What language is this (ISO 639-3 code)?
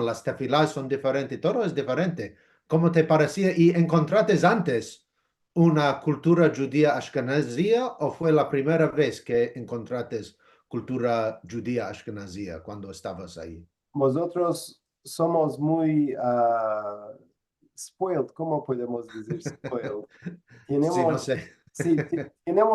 lad